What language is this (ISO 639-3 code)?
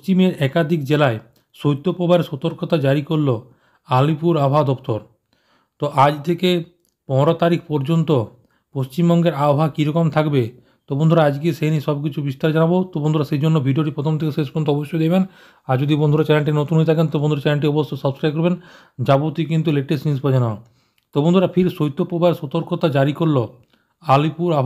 ben